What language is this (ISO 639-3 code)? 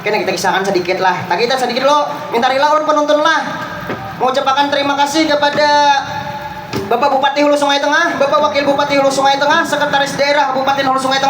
bjn